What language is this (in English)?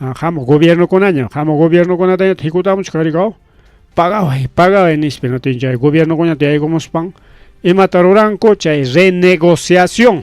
Ayacucho Quechua